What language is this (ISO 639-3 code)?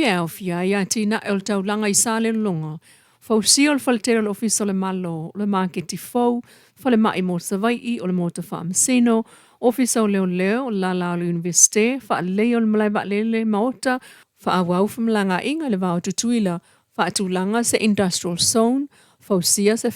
smo